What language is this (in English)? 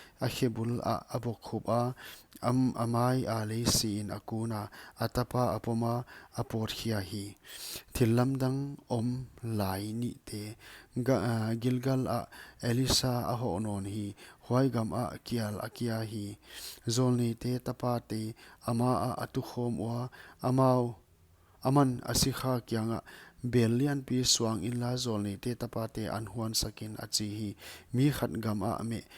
Paite Chin